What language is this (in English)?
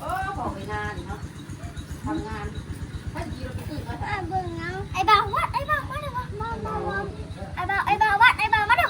Northeastern Thai